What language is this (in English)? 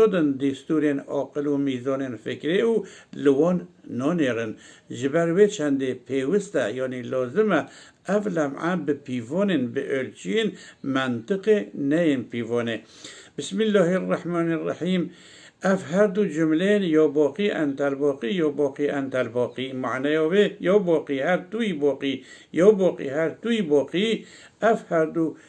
Kurdish